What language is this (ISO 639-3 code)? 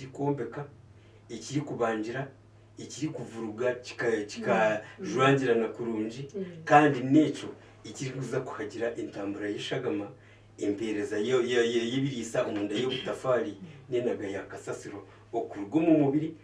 nyn